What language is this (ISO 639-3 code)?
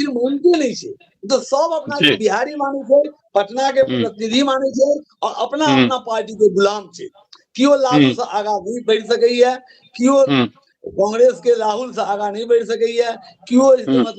mai